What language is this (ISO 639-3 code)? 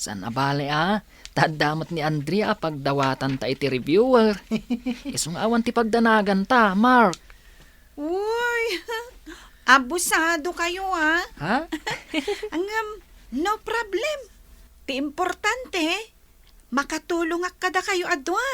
ilo